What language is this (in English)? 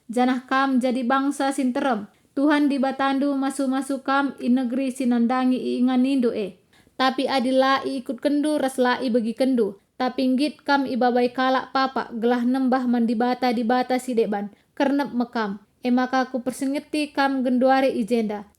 Batak Karo